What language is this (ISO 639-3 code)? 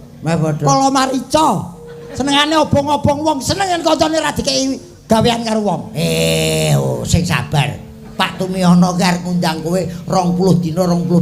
jav